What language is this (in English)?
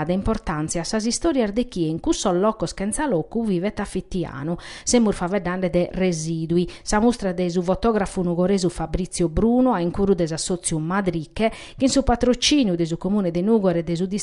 Sardinian